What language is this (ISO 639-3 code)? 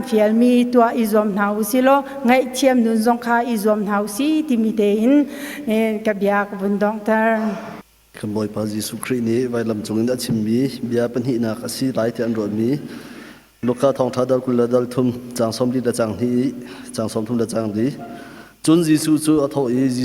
cnh